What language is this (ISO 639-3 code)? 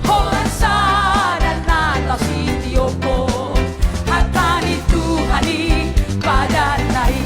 bbc